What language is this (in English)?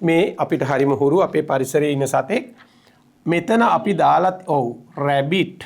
Sinhala